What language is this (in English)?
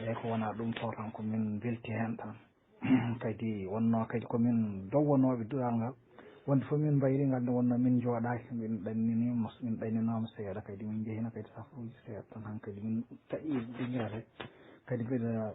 Fula